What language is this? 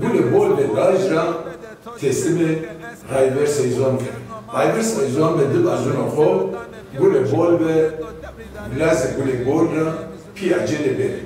Zaza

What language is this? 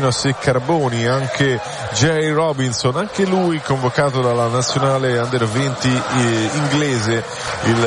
Italian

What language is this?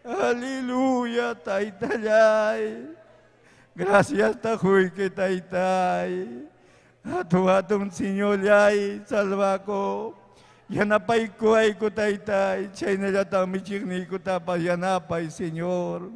Ayacucho Quechua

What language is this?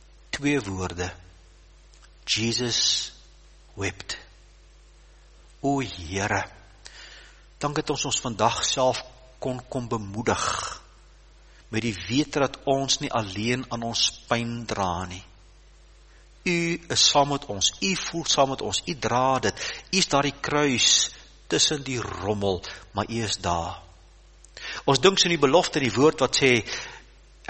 Afrikaans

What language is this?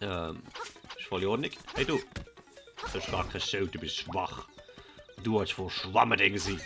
Swiss German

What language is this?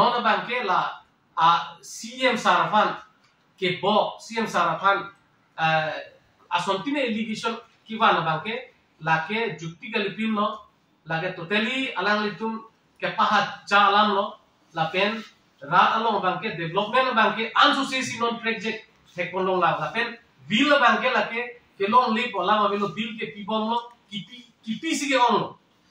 Karbi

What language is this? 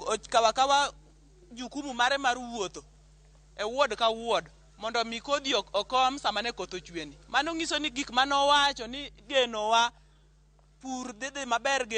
Luo (Kenya and Tanzania)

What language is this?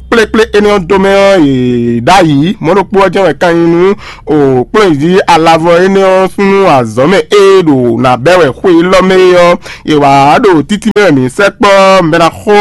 Fon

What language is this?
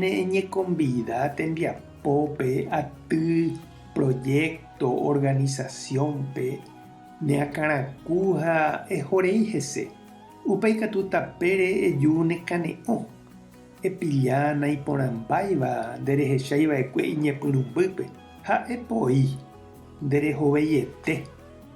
Guarani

